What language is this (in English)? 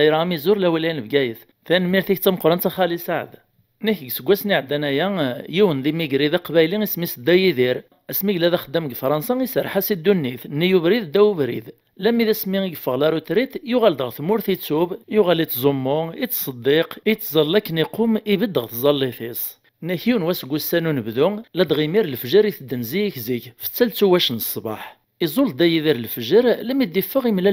Kabyle